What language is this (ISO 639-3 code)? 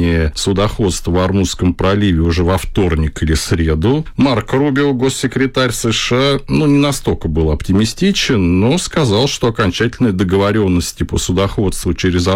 rus